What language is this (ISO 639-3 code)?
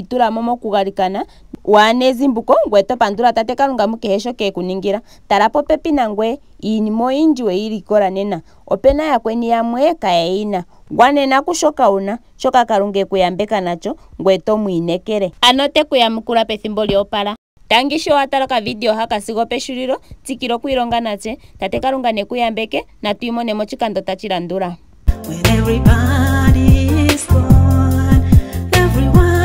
ndo